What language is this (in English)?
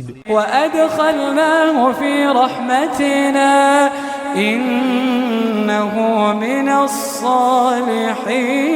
Maranao